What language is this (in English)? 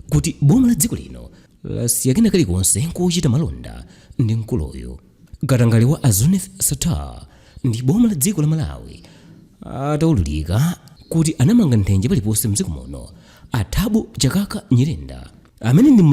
Nyanja